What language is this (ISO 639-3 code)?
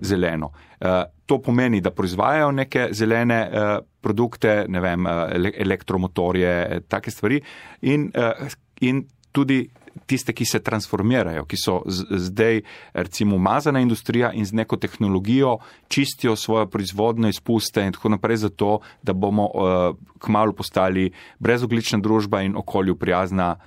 slv